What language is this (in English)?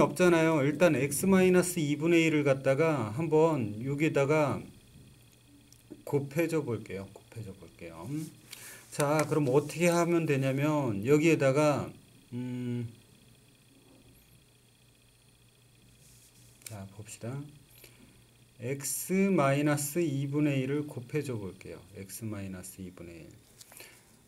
Korean